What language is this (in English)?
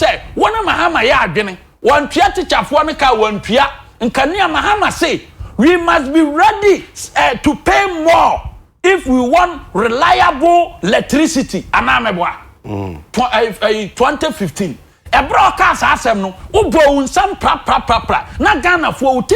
Akan